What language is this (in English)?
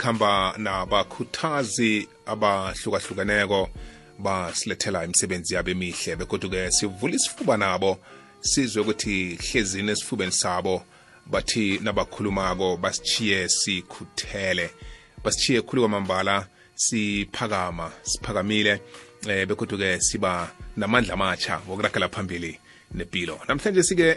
South Ndebele